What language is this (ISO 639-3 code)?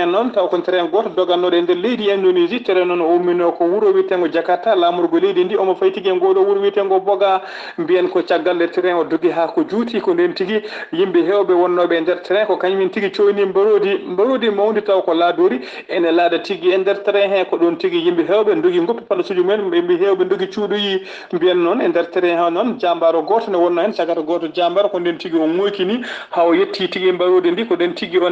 ful